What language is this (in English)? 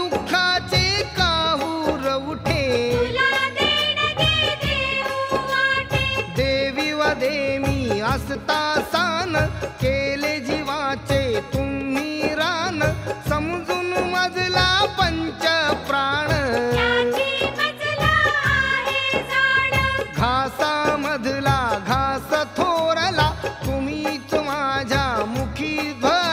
Marathi